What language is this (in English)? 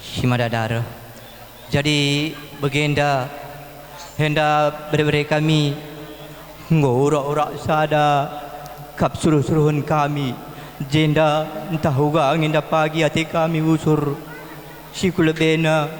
Batak Karo